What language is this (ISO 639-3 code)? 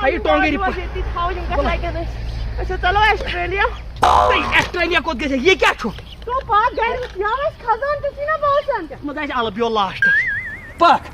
kas